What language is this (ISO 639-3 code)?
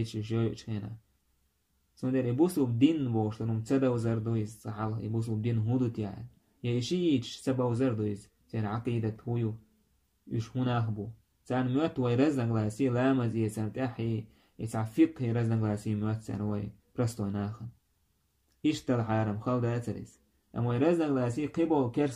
che